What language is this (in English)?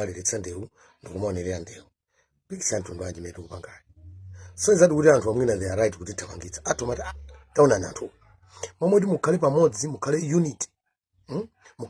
Nyanja